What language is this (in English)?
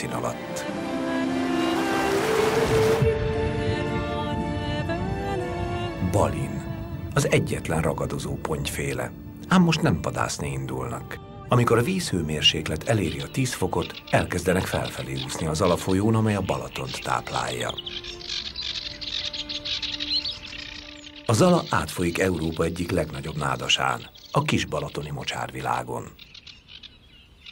Hungarian